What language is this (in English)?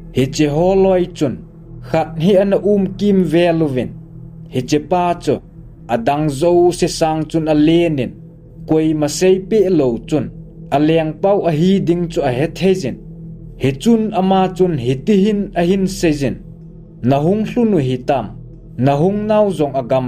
Thado Chin